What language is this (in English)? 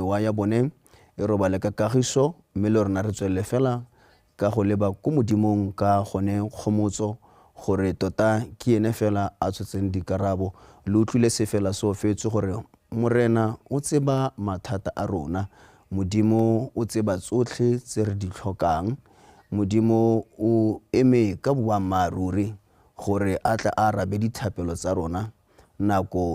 Tswana